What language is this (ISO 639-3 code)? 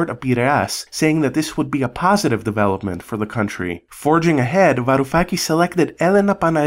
eng